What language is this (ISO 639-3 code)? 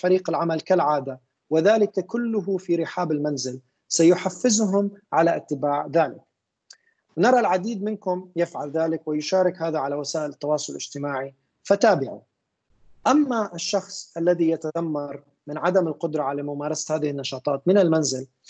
ara